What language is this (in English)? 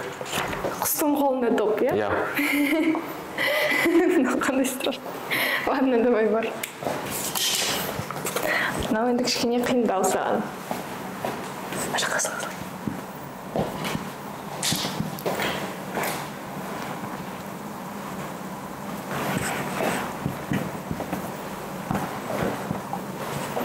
Kazakh